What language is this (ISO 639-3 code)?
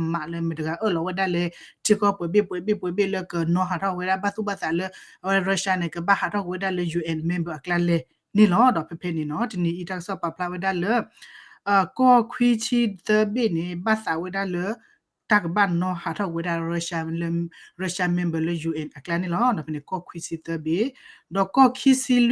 ksw